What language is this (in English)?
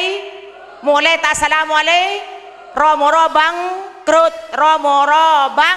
Madurese